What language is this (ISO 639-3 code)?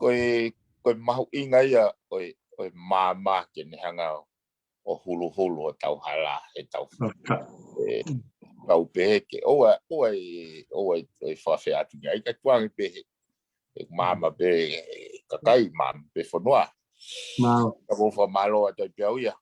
ton